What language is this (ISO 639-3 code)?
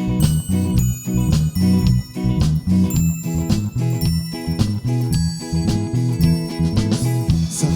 new